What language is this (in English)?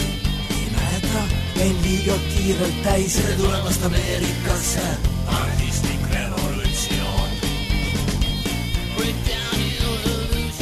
Estonian